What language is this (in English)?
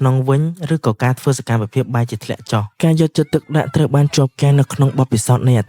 Khmer